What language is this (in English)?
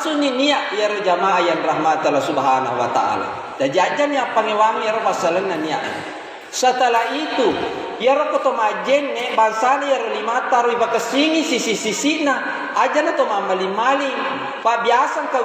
Buginese